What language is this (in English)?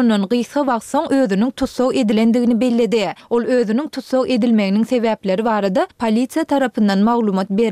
Turkmen